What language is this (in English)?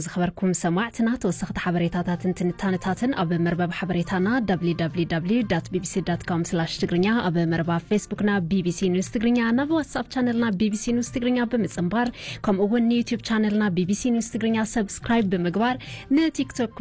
Tigrinya